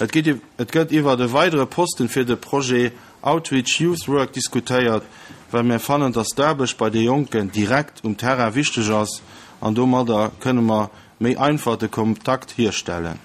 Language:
Luxembourgish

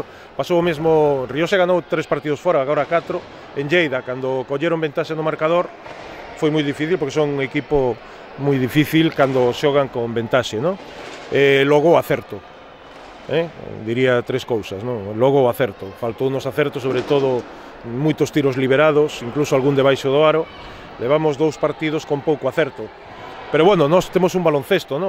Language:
Galician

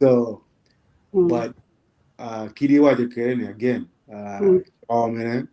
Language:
Acoli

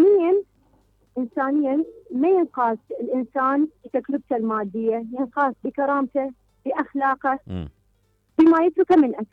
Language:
Mesopotamian Arabic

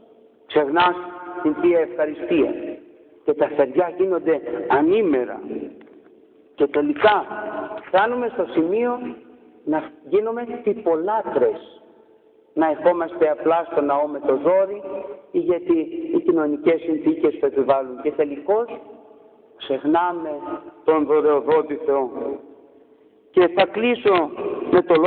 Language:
Greek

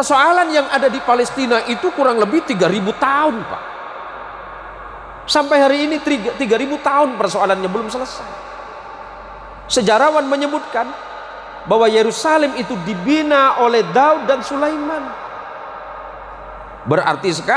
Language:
Indonesian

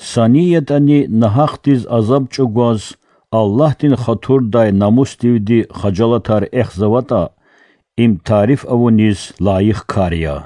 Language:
Lezghian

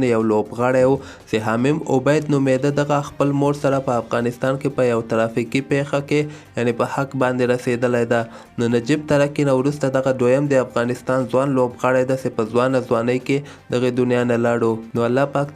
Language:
Pashto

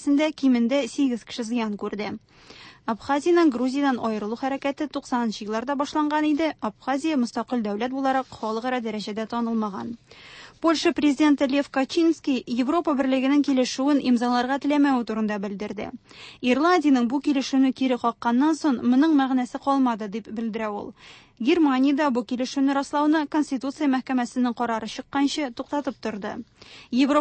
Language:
Tatar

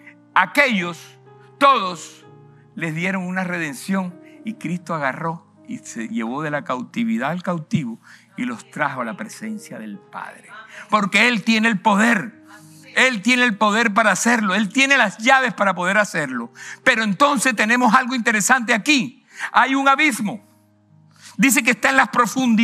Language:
Spanish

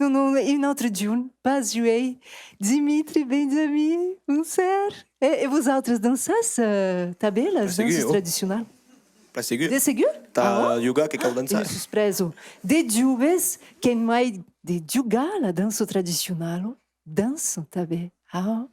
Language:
Occitan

